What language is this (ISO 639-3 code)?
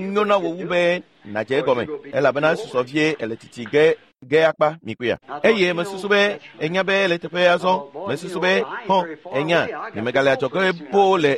ewe